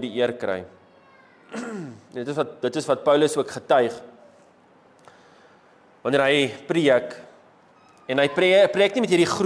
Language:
Afrikaans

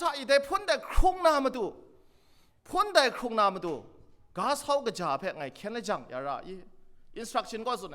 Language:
Kachin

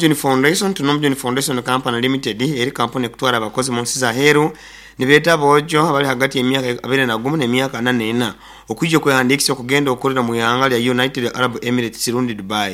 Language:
Nyoro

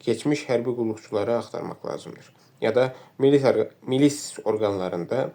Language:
Azerbaijani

